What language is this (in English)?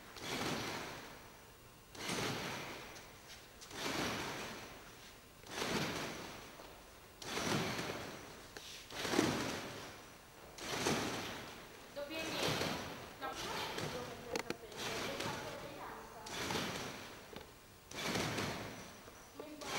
Italian